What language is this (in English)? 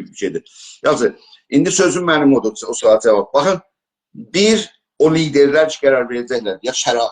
South Azerbaijani